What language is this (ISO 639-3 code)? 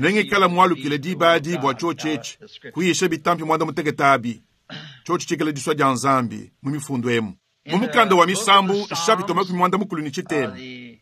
lua